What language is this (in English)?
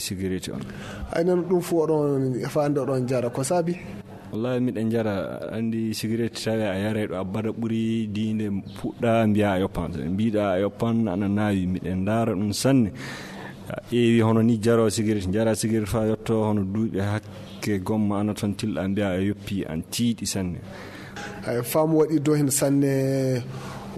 Fula